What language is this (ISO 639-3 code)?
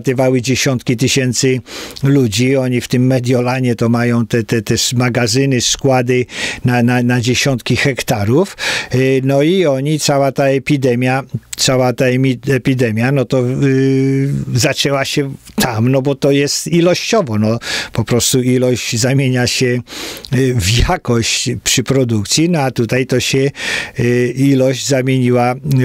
pol